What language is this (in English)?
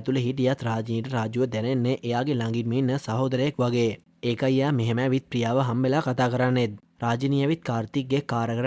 Sinhala